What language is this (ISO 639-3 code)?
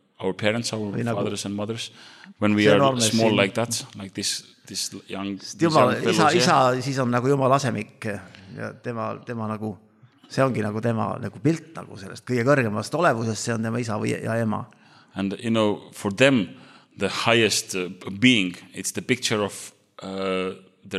est